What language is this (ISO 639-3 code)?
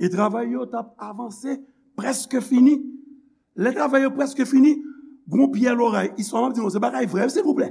hat